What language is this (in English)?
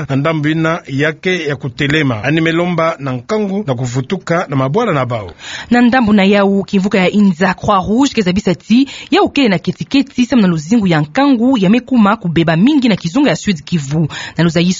Kituba (Democratic Republic of Congo)